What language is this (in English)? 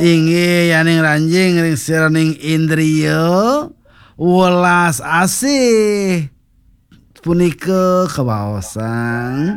Balinese